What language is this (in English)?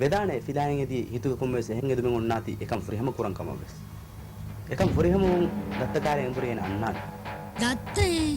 Divehi